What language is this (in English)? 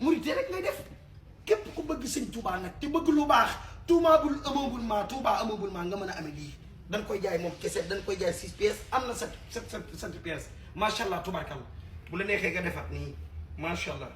Wolof